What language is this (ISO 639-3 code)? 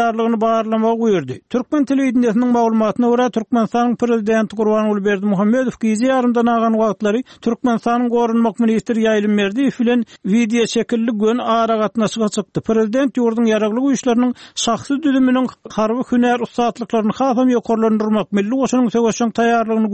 tuk